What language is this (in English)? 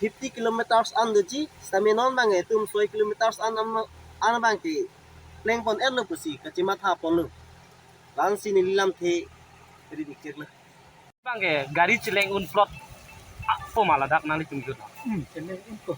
Karbi